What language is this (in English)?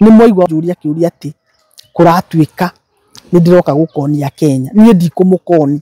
Kikuyu